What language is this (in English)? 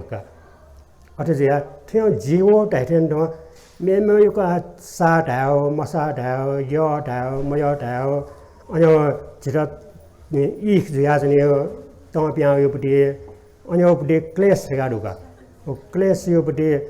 Newari